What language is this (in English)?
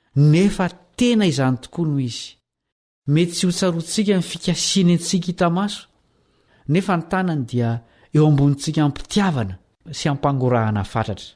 Malagasy